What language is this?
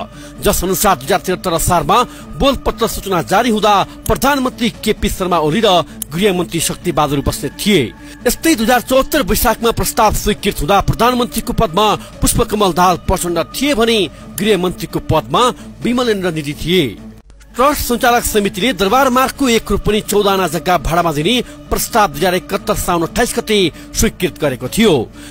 Nepali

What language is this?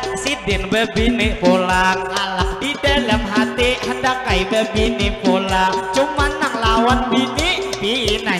Banjar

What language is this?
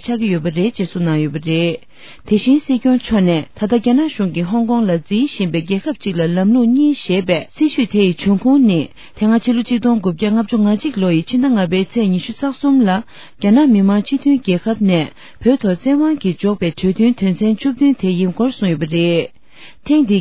Tibetan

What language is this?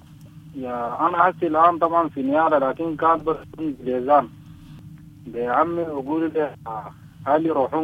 Sudanese Arabic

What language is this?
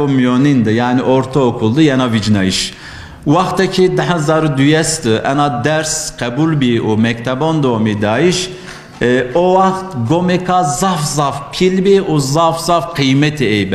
Zaza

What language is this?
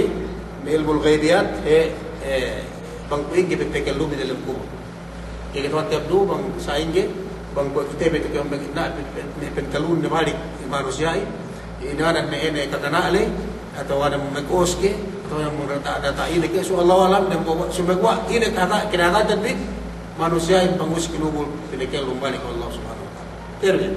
Yakan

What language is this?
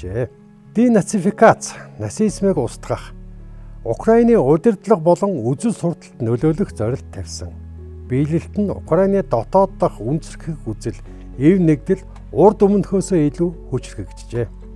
Mongolian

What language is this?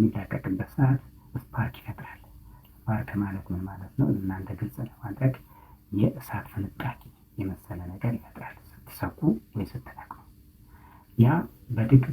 Amharic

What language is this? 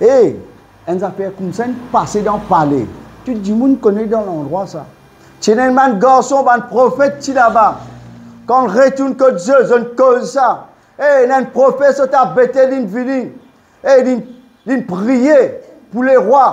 Morisyen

